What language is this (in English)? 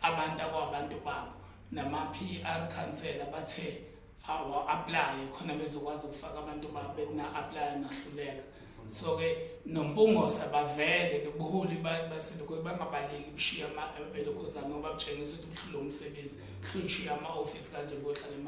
Zulu